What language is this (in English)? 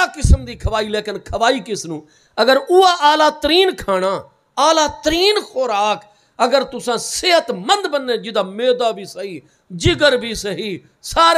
Saraiki